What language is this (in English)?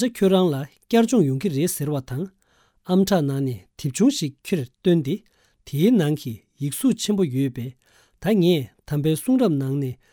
Tibetan